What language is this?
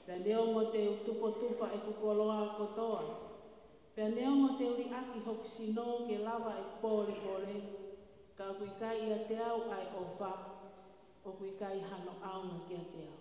Tongan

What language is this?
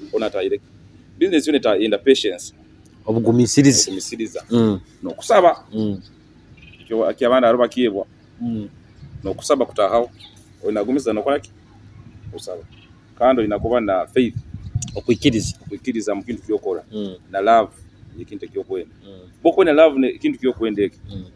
Nyoro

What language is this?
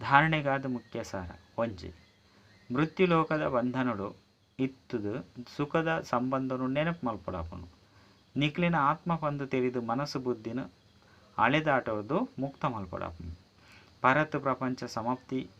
Tulu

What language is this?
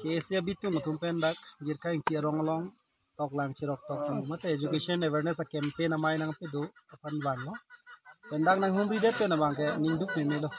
Karbi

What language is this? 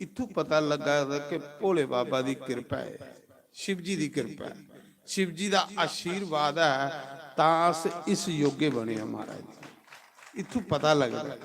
Dogri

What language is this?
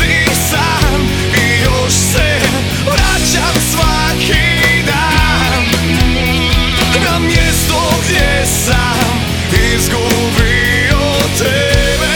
Croatian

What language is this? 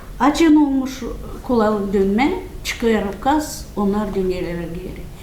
Gagauz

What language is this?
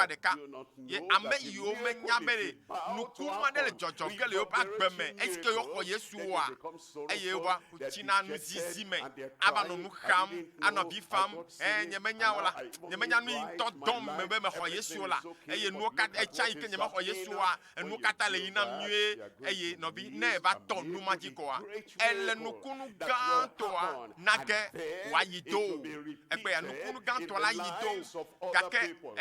Ewe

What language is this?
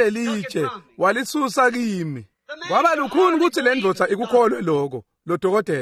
Swati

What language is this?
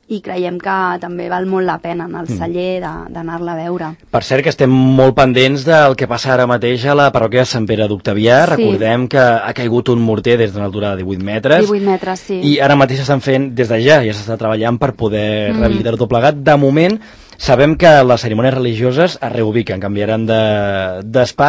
Catalan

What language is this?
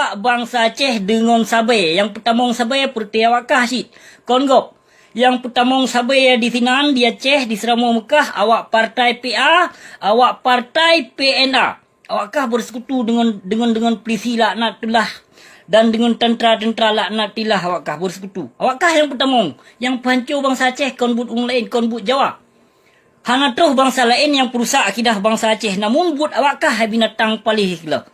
Achinese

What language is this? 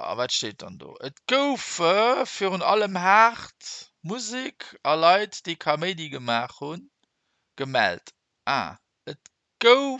Luxembourgish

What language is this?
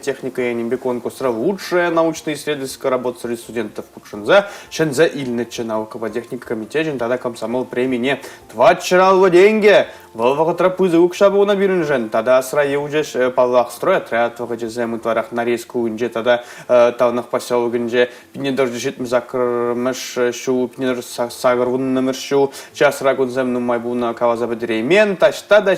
Chuvash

